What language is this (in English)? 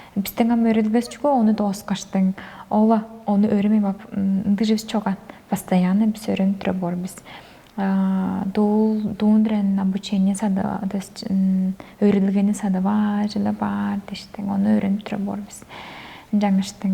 Tuvinian